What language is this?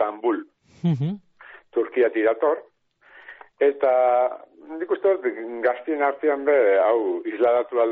Basque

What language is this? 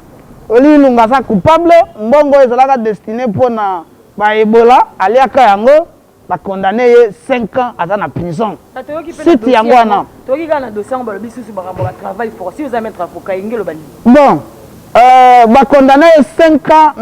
Lingala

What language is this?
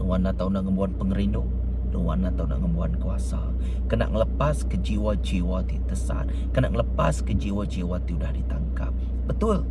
Iban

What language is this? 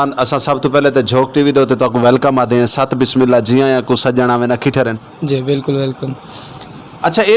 Saraiki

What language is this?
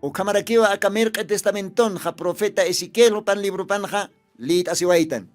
Aymara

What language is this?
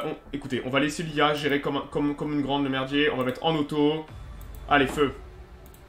French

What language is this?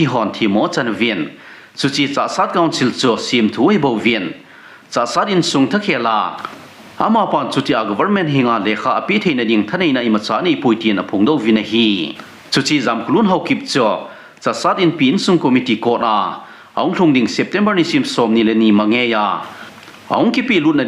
Thado Chin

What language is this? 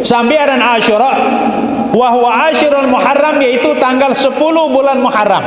Sasak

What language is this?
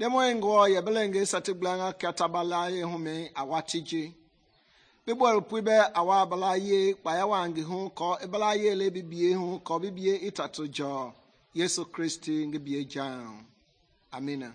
Mende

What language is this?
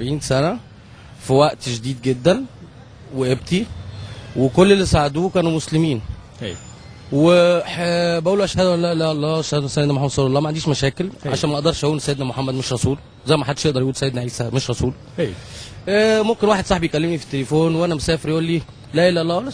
Egyptian Arabic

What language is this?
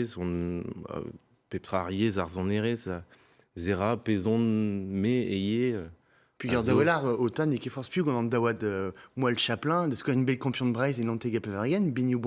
Breton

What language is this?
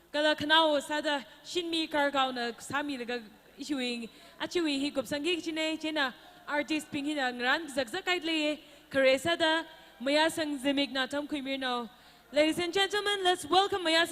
Tangkhul Naga (India)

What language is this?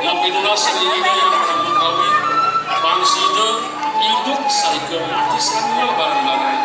Balinese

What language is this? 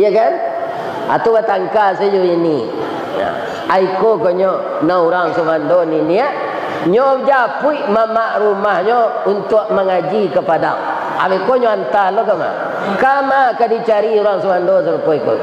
Minangkabau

